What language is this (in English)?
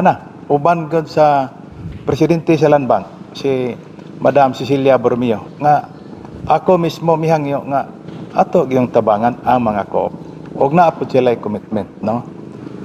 Cebuano